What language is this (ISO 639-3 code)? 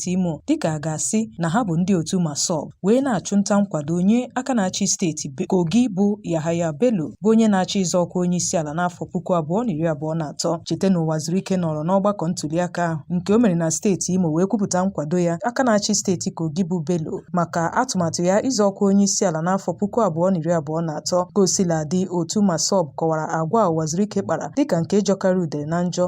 ibo